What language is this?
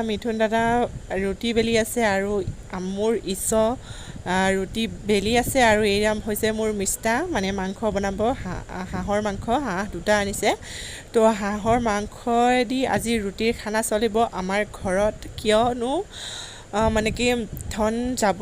Assamese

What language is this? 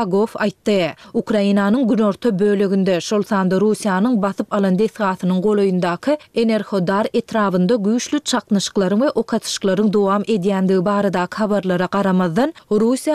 Turkmen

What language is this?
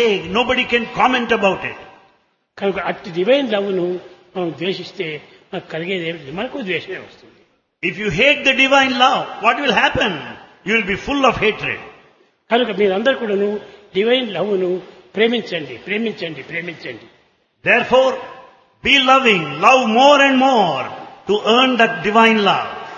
Telugu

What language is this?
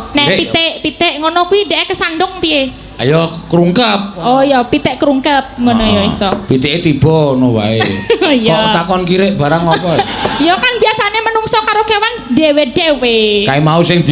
Javanese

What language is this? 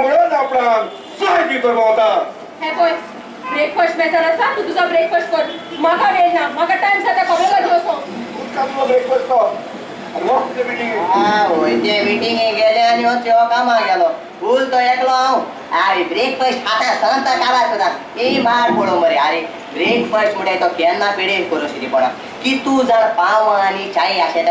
Konkani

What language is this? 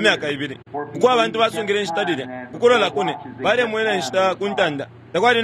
Bemba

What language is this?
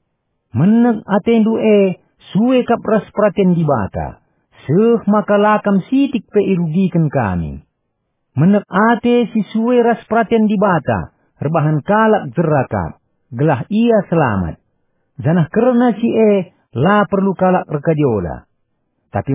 Batak Karo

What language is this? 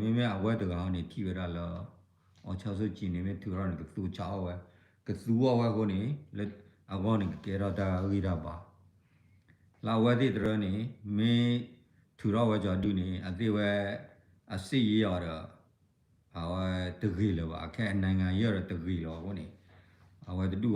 S'gaw Karen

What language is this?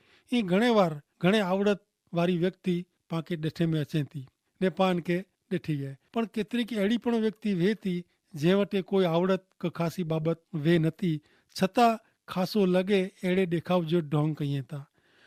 Kachhi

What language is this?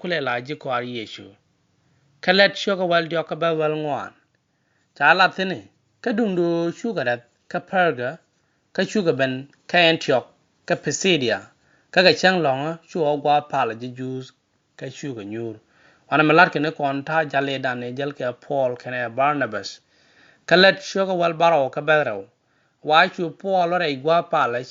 Nuer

